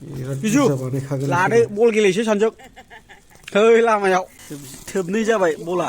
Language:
Bodo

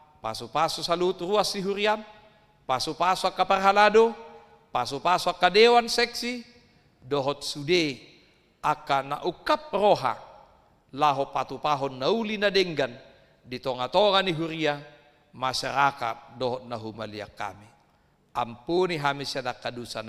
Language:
Batak Toba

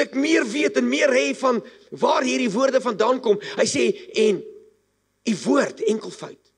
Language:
Afrikaans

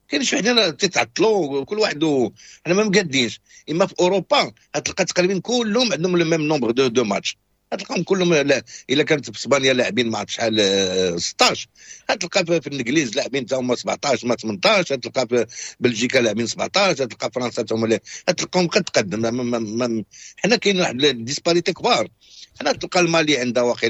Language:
Moroccan Arabic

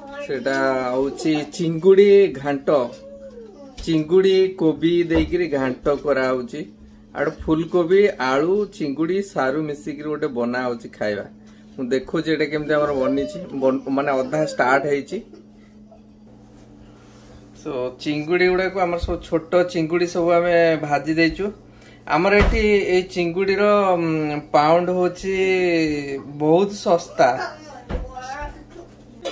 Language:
Odia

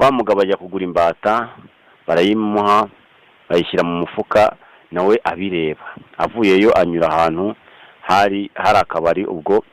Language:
Kinyarwanda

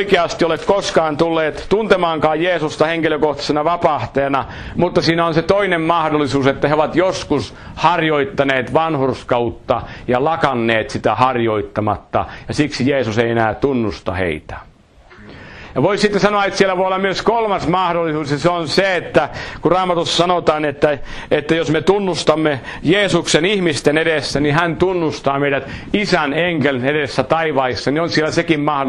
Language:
Finnish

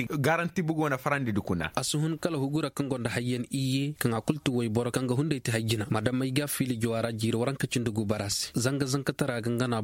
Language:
Koyraboro Senni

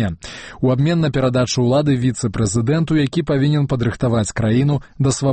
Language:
Belarusian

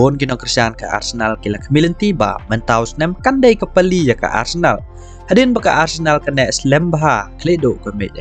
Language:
Khasi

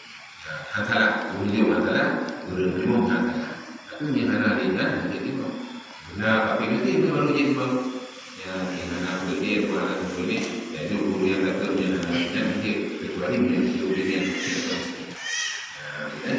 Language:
Achinese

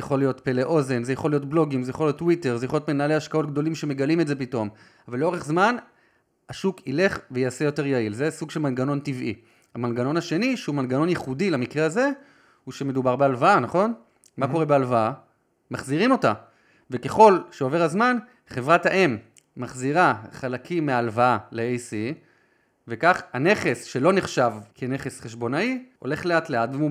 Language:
Hebrew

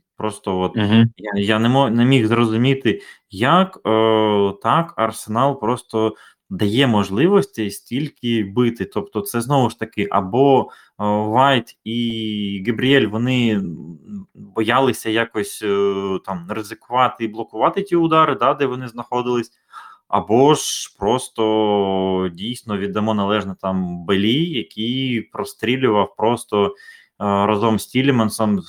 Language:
Ukrainian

